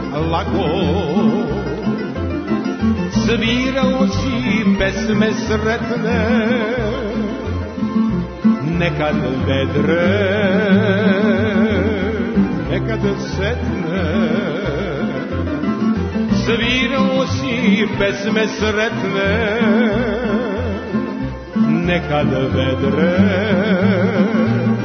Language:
Serbian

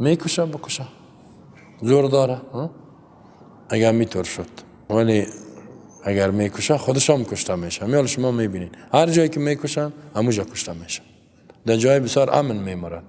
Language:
Persian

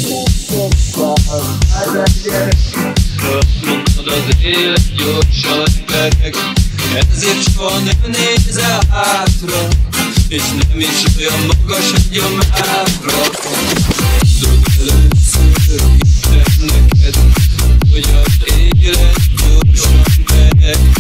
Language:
Hungarian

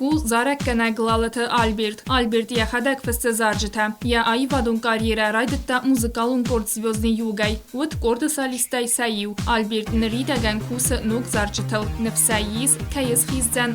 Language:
Ossetic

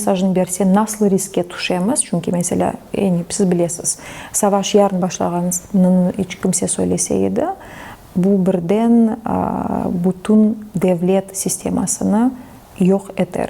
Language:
Crimean Tatar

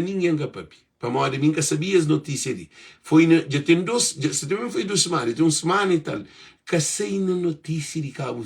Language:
Kabuverdianu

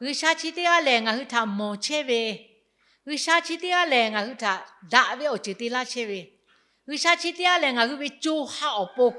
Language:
Lahu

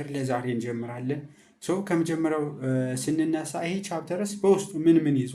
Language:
Amharic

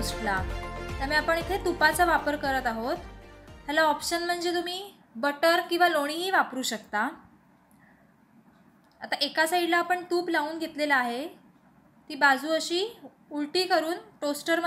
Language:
Marathi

